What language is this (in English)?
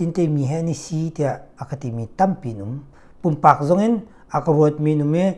Hakha Chin